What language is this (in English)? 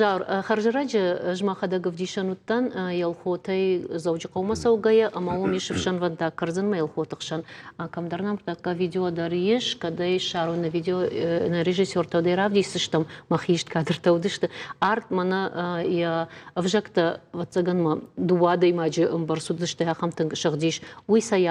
Ossetic